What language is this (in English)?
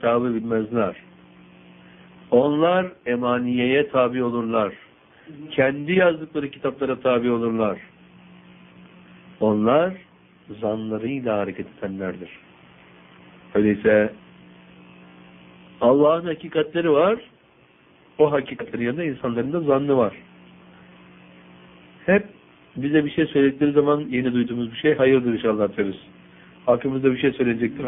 Turkish